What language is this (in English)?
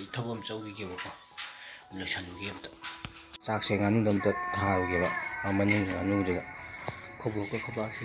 Manipuri